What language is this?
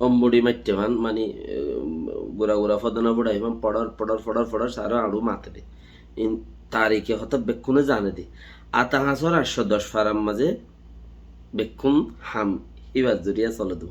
Rohingya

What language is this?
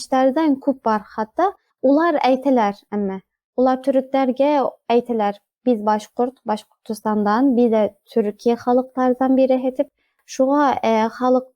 Bashkir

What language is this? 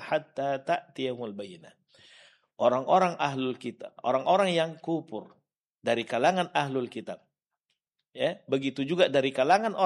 Indonesian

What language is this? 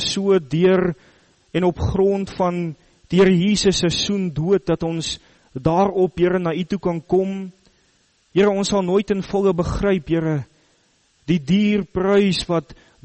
Afrikaans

